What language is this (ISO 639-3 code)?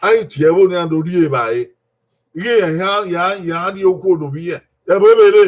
bin